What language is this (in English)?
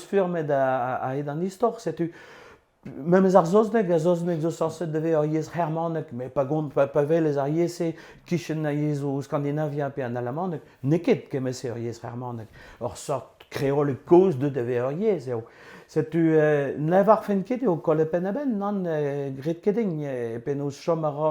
Breton